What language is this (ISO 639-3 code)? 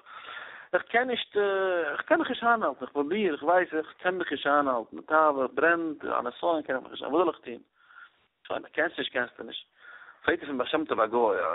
yid